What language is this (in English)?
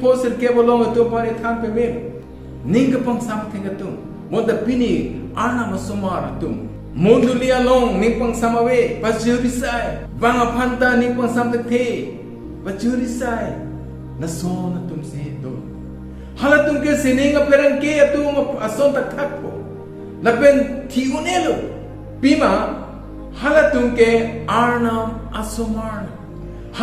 Karbi